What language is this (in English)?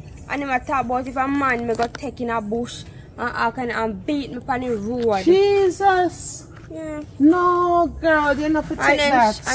Jamaican Creole English